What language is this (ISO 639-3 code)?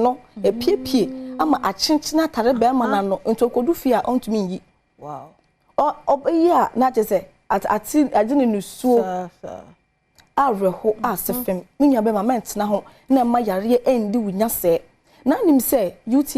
aka